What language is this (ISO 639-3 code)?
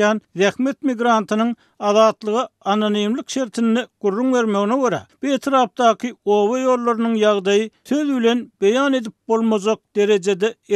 tuk